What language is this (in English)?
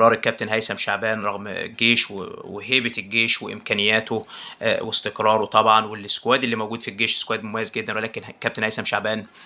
Egyptian Arabic